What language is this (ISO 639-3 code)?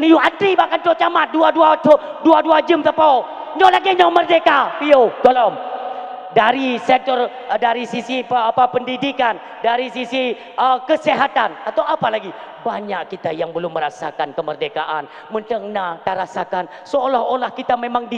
ace